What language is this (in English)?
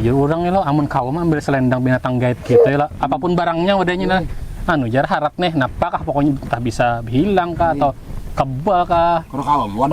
Banjar